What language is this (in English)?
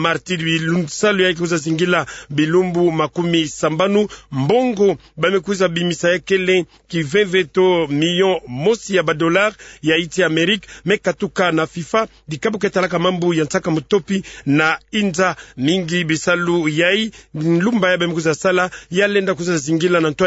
Kituba (Democratic Republic of Congo)